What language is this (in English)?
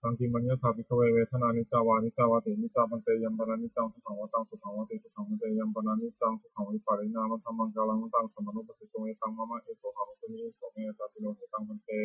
Pali